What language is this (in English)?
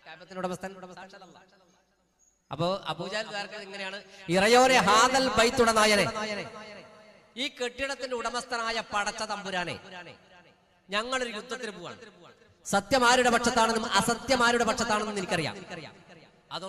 Malayalam